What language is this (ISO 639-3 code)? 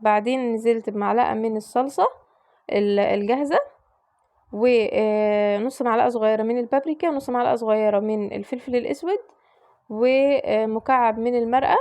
arz